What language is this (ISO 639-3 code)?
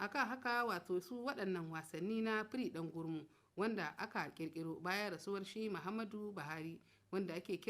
hau